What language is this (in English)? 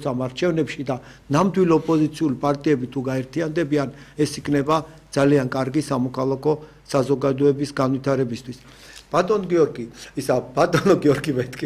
Georgian